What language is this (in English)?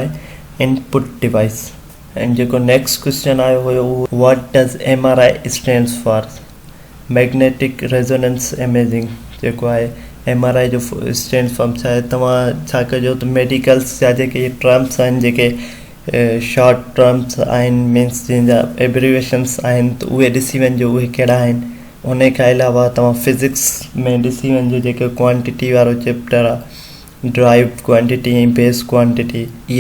Sindhi